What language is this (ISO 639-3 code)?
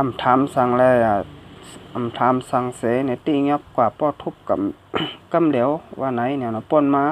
shn